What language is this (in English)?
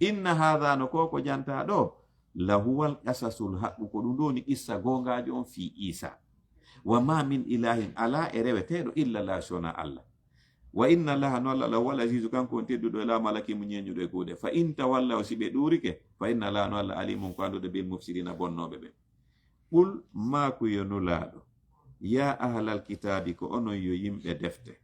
Fula